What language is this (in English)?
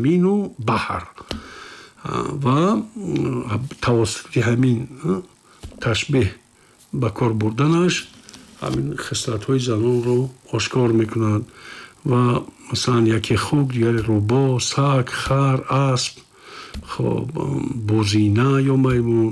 Tajik